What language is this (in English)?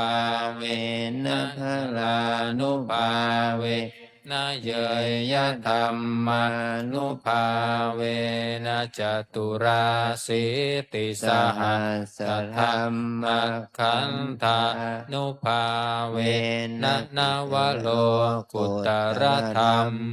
Pali